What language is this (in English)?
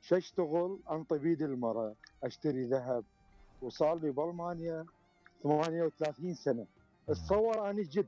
Mesopotamian Arabic